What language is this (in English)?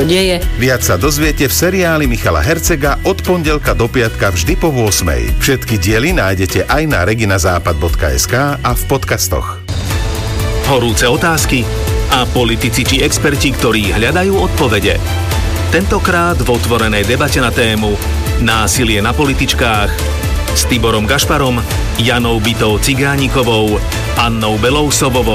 Slovak